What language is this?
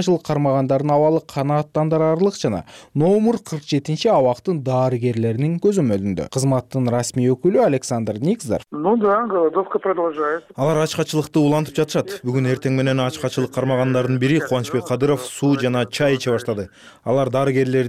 Kyrgyz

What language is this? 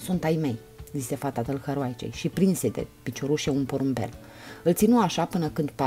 Romanian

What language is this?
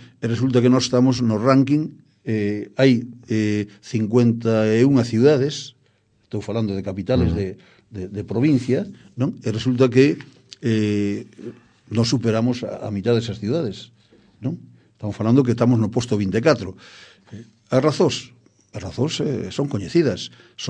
Galician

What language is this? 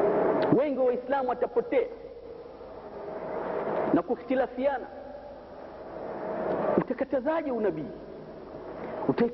Swahili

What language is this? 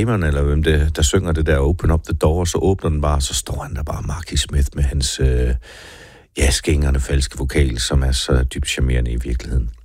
Danish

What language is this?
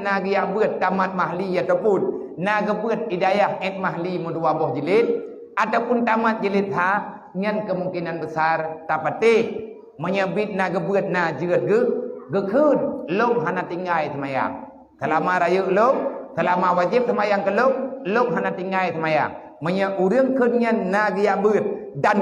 Achinese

